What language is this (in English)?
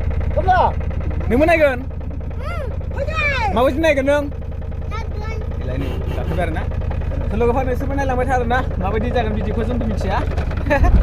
Bodo